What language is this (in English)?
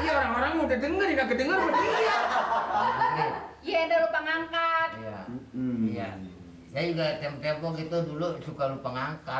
Betawi